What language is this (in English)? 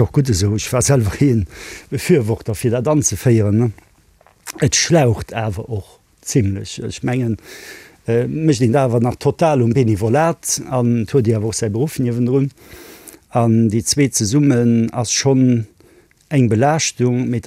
Luxembourgish